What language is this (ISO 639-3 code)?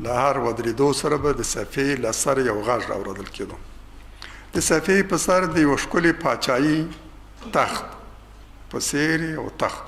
pus